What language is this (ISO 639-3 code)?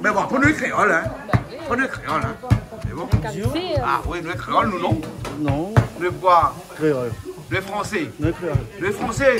rcf